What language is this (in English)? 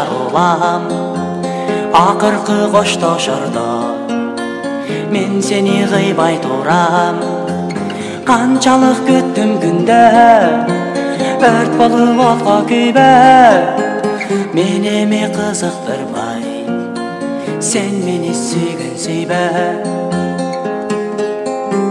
Kyrgyz